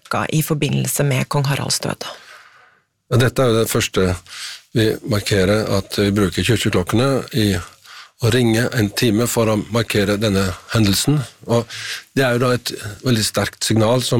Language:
Norwegian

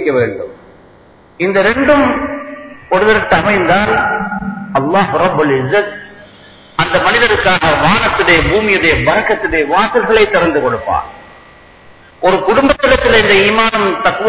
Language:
Tamil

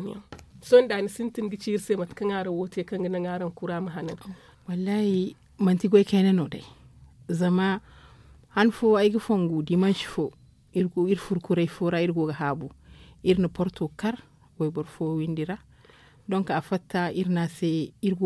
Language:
Zarma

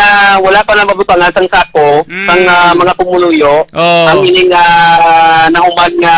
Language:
Hiligaynon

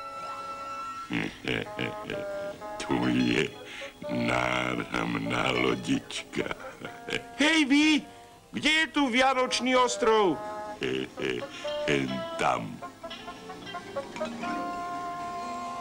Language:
Slovak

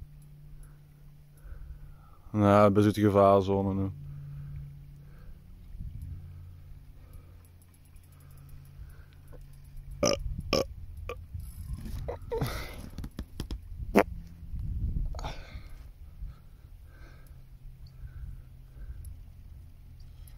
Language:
Dutch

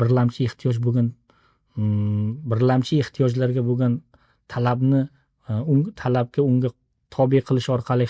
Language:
Uzbek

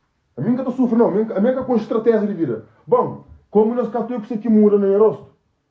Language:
Kabuverdianu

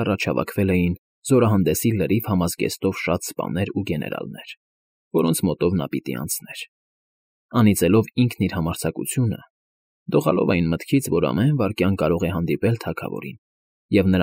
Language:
Armenian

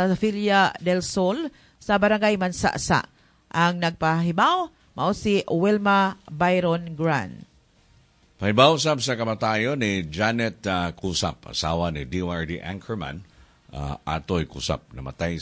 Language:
Cebuano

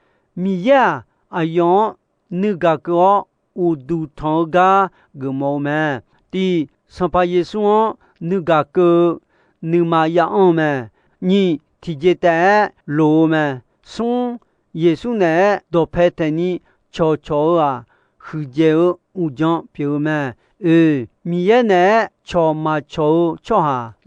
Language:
Akha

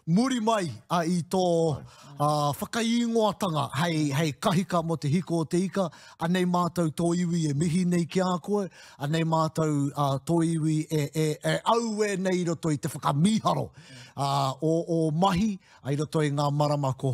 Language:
Māori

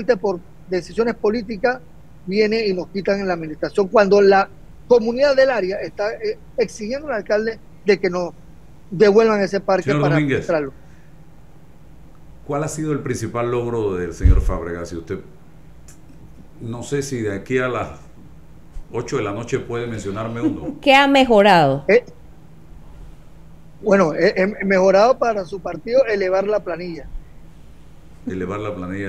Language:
Spanish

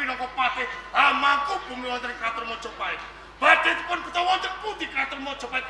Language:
Javanese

